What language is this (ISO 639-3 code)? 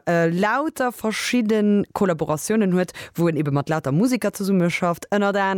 ltz